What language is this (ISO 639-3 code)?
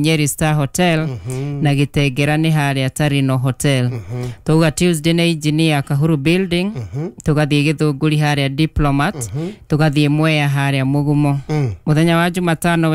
kik